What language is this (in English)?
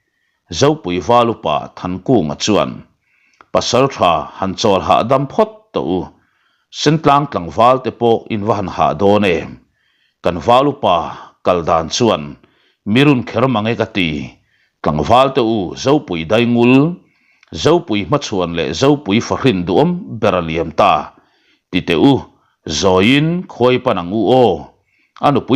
Mizo